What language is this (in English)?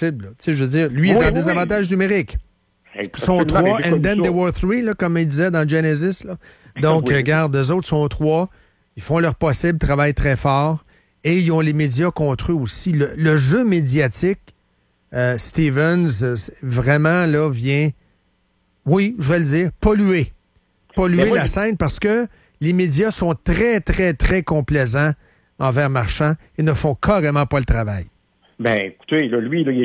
French